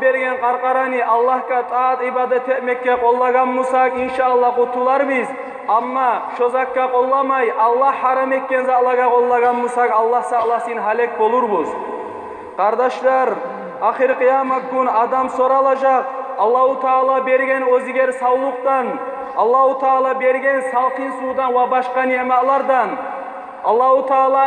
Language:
Kumyk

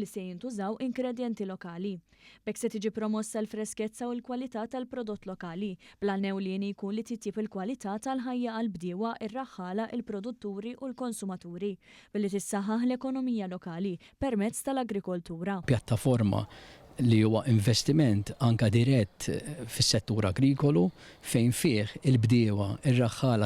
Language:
Maltese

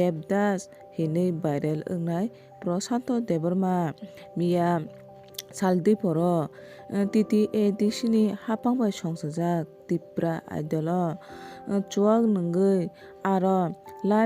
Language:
Kok Borok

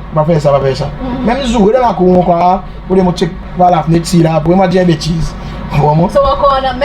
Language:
Seselwa Creole French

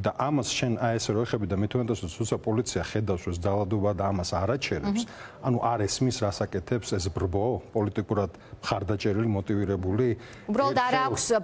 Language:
Georgian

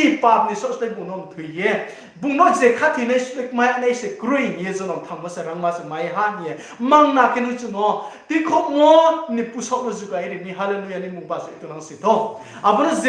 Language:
Riang (India)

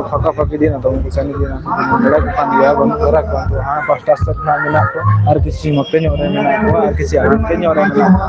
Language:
Santali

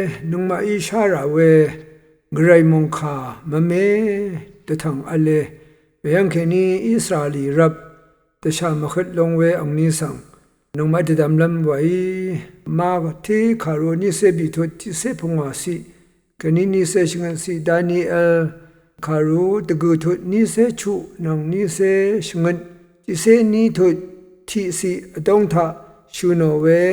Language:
Rawang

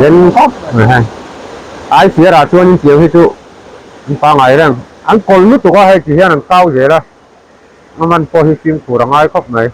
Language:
Mizo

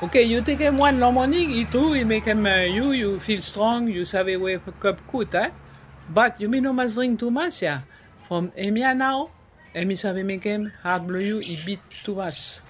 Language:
Bislama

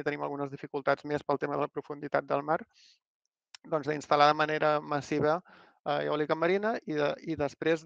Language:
Catalan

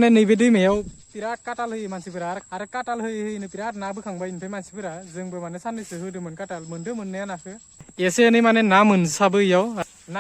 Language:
Bodo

